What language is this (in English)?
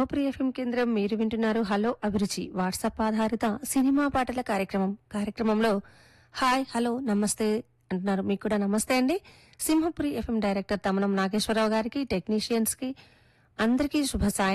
Telugu